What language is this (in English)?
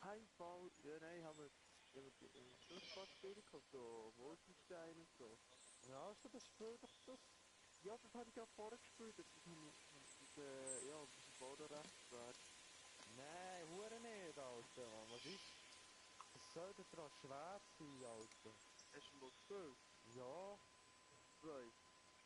Swiss German